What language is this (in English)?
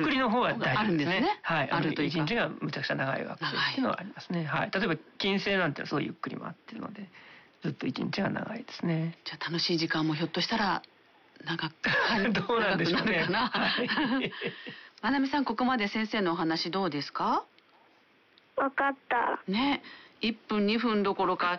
Japanese